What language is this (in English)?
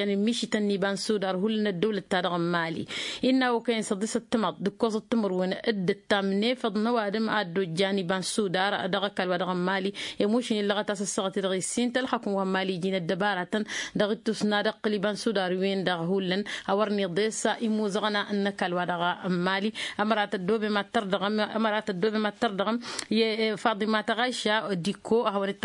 Tamasheq